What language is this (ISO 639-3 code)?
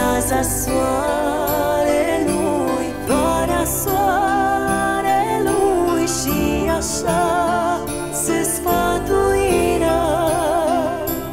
ron